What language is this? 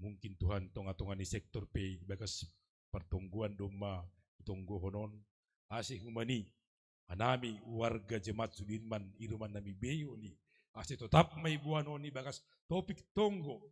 Batak Simalungun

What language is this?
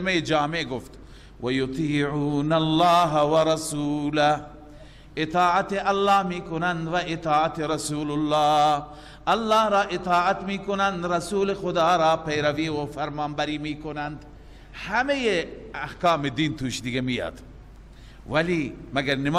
Persian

